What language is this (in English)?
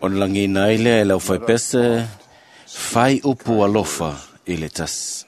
Samoan